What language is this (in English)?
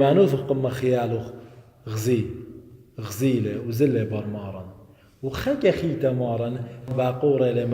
Assyrian Neo-Aramaic